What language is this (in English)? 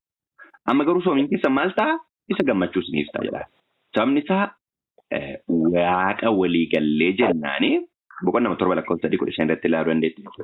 Oromo